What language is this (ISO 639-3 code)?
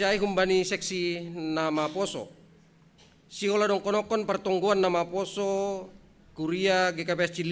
bts